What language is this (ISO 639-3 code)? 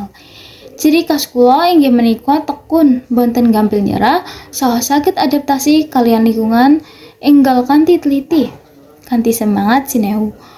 jav